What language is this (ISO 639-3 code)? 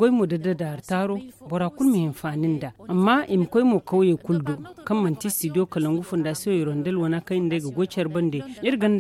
dje